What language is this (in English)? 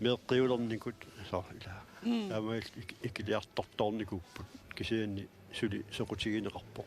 Kalaallisut